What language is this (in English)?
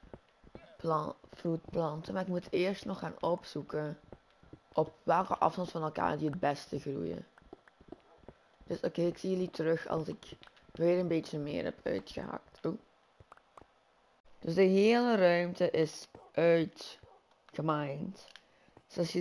Dutch